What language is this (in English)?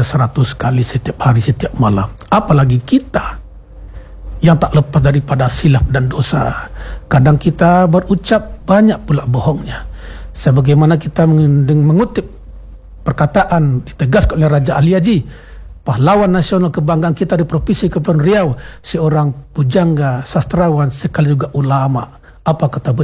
Malay